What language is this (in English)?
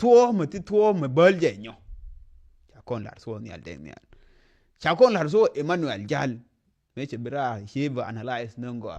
Nuer